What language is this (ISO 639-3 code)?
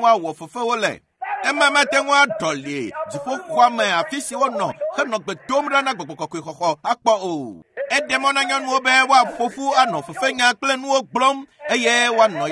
ewe